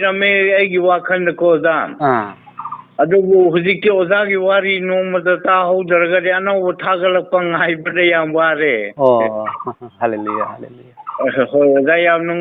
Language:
Manipuri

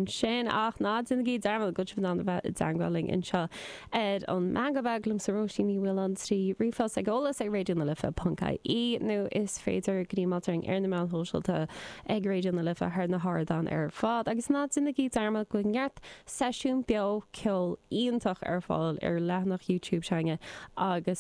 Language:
Irish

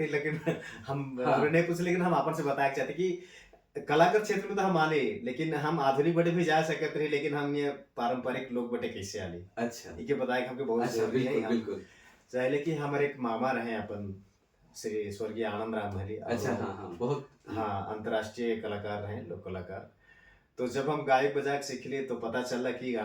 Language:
Sadri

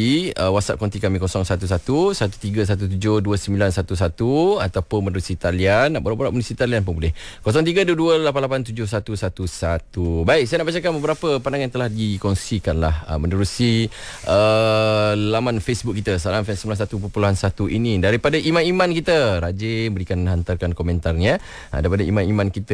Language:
Malay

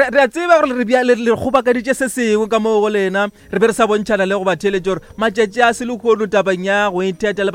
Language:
Northern Sotho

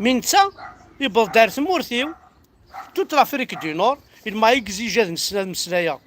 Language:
Kabyle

